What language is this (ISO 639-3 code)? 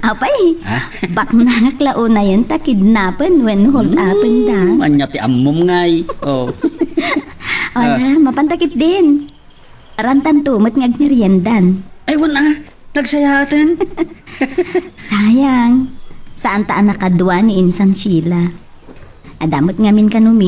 ilo